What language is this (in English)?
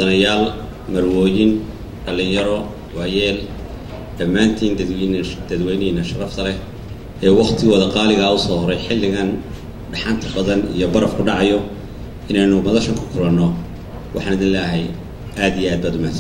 Somali